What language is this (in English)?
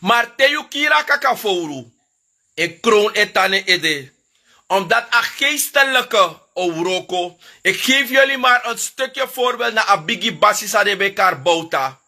Sranan Tongo